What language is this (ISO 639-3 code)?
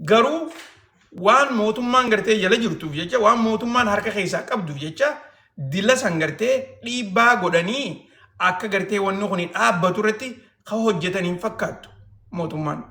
orm